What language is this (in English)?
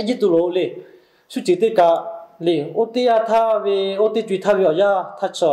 Lahu